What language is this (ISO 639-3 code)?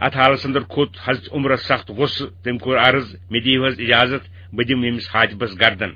kas